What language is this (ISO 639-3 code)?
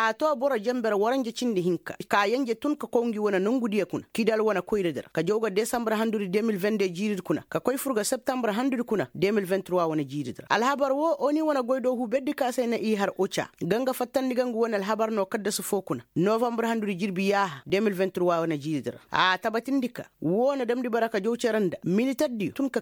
ses